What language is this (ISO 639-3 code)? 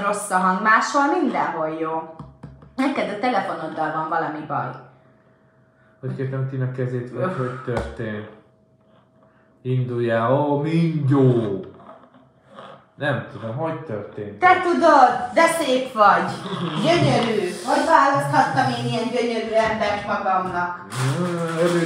hun